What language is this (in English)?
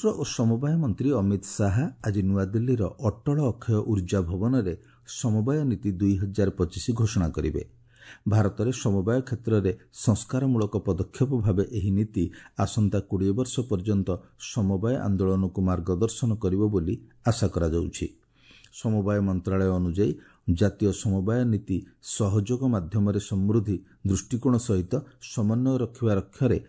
Odia